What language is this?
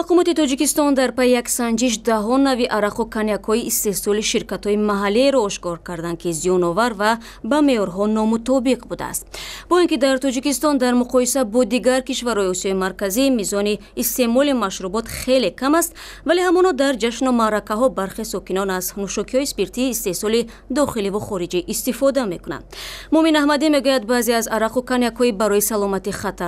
Tajik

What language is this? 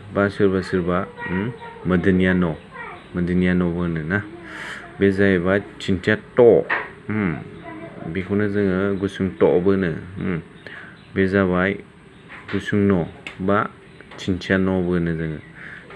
Bodo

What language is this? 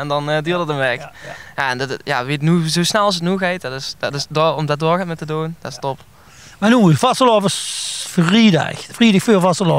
Limburgish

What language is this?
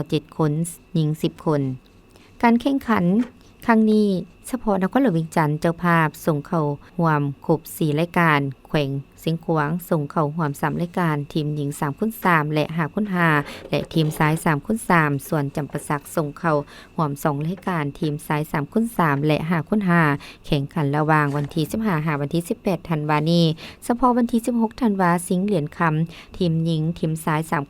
Lao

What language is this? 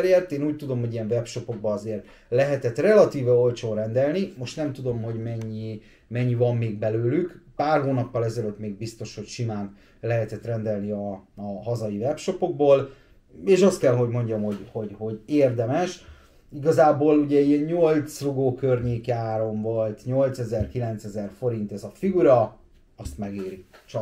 Hungarian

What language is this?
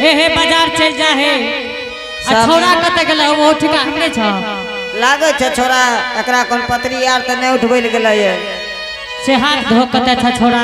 Angika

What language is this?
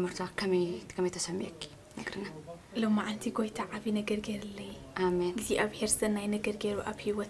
Tigrinya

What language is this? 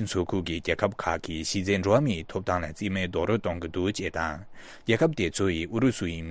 Tibetan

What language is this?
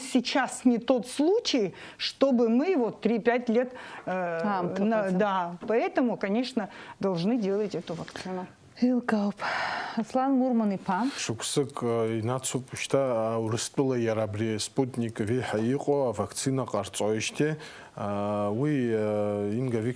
Abkhazian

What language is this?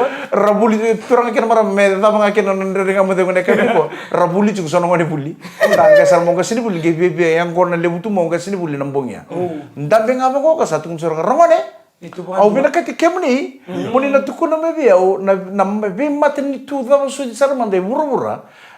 Fijian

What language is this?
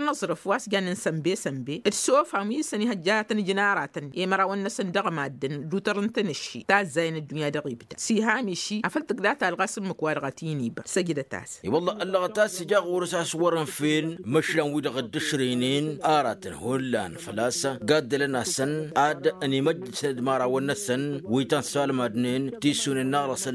Tamasheq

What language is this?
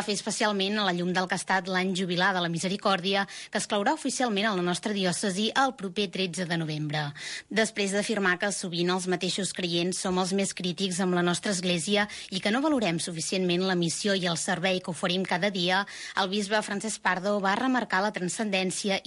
Catalan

